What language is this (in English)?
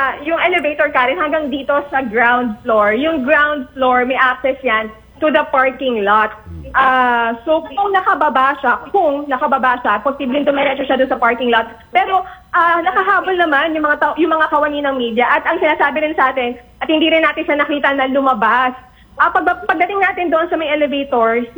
Filipino